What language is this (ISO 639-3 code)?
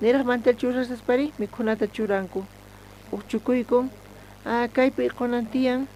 quh